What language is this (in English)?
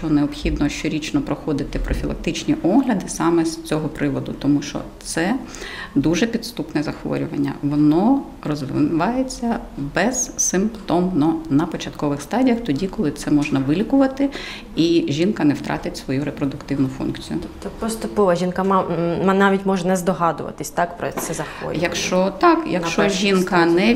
Ukrainian